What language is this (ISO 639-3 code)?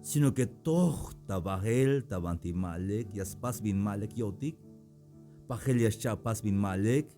tzh